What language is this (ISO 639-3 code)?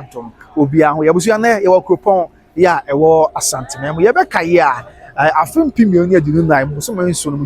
aka